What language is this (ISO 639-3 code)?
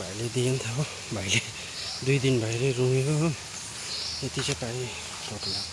nep